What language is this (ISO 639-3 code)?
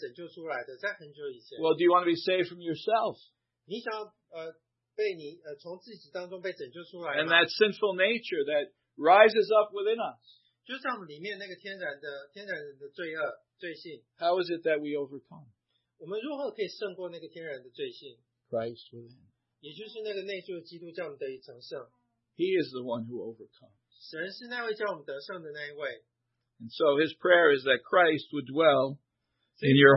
zho